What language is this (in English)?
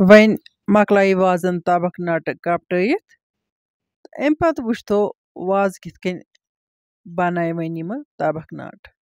Kashmiri